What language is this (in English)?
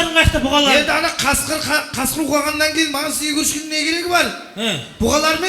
Kara-Kalpak